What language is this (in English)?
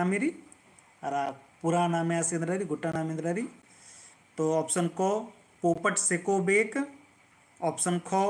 Kurukh